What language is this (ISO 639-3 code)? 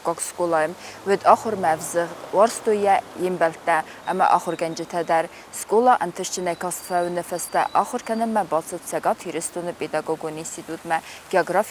oss